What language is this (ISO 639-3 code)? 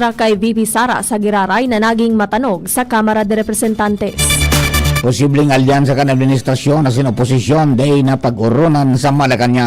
bik